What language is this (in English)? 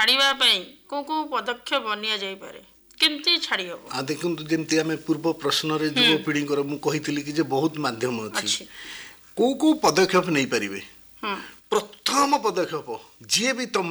Odia